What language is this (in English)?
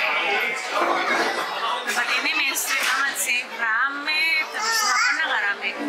Indonesian